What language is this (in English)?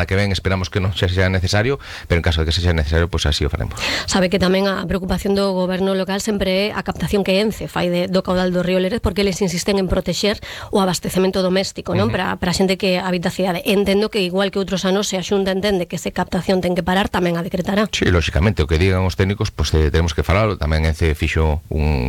Galician